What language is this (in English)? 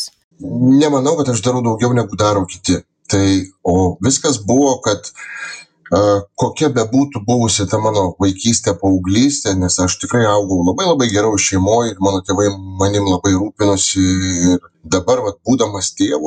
Lithuanian